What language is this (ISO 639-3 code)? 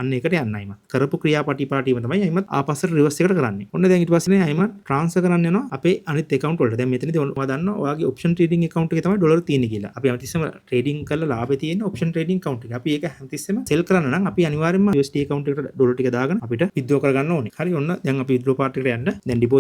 sin